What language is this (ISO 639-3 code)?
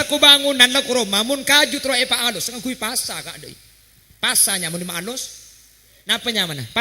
mad